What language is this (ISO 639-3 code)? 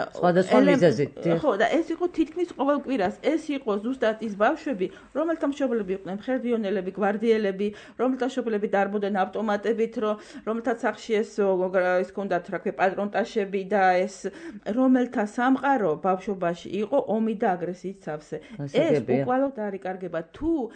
kat